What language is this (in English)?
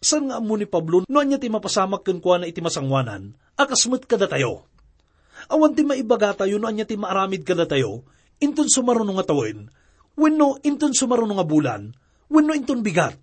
Iloko